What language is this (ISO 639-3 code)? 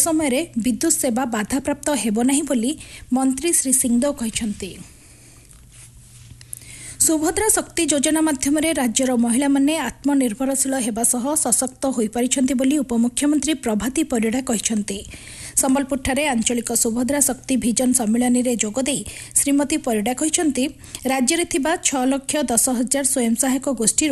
ori